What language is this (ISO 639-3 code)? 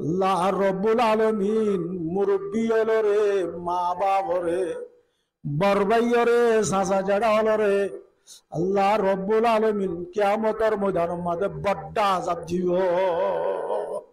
rhg